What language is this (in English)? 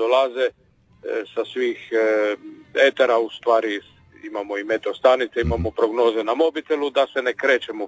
Croatian